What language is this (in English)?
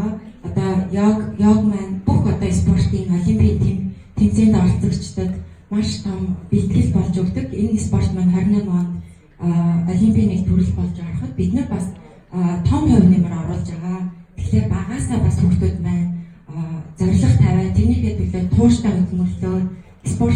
Mongolian